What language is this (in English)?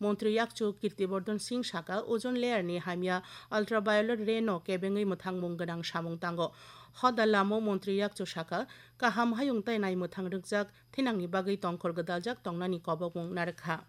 Kok Borok